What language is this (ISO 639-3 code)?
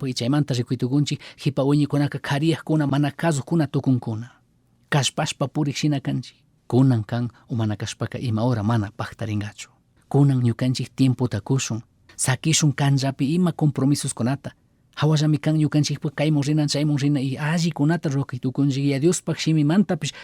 qug